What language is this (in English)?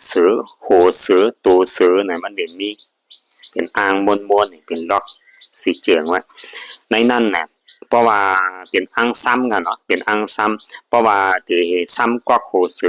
Shan